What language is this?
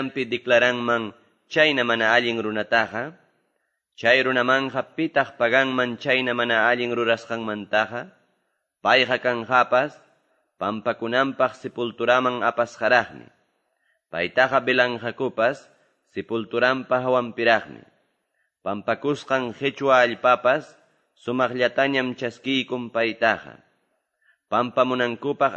Quechua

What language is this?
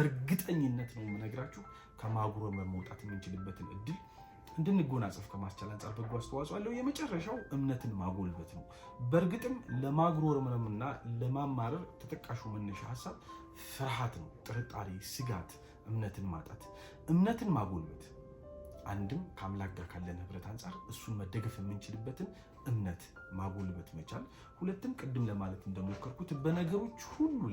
Amharic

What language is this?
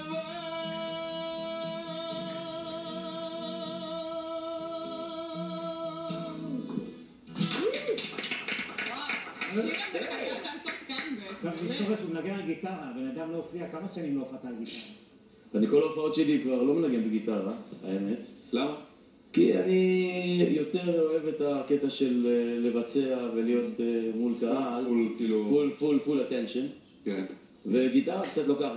Hebrew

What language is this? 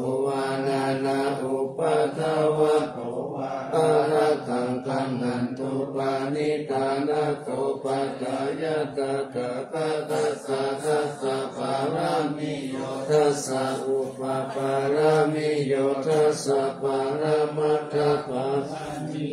Pali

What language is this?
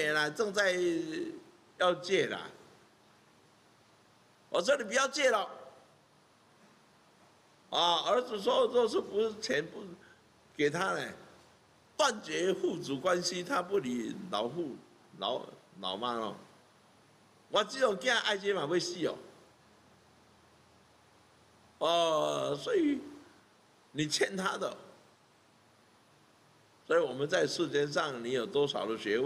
Min Nan Chinese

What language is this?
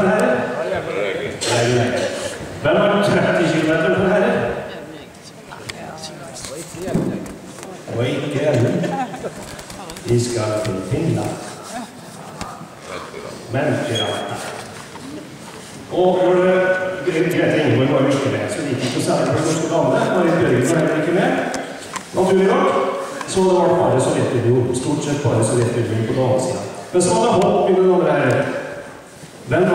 Norwegian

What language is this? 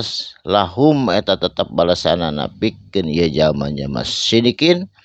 Sundanese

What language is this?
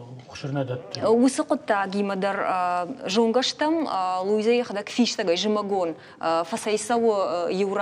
Ossetic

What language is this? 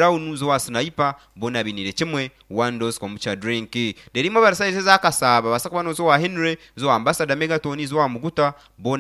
Nyankole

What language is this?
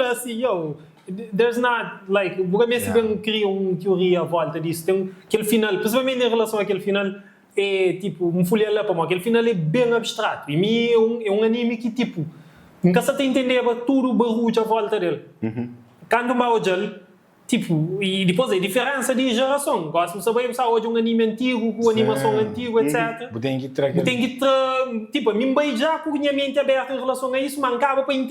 Kabuverdianu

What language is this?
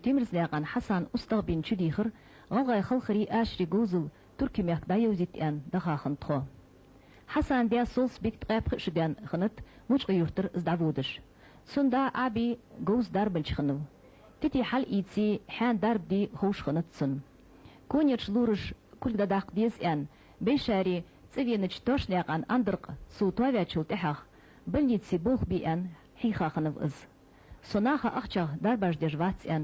Ingush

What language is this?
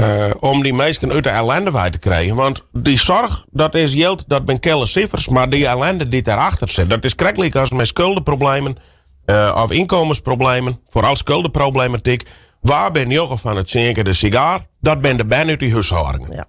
Western Frisian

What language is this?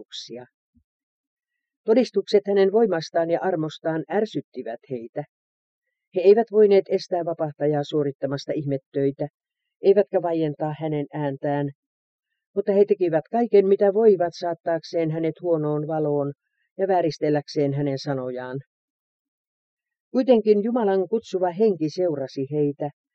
Finnish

